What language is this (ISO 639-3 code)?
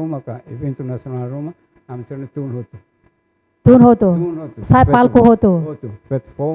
tet